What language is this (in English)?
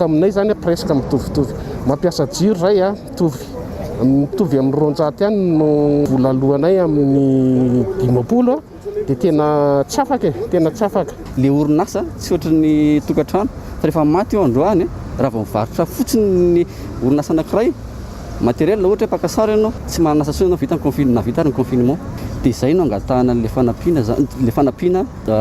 Malagasy